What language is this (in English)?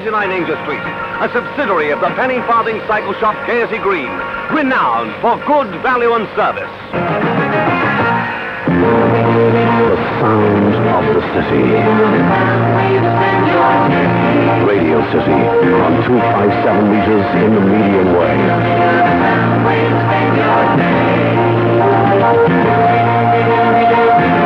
English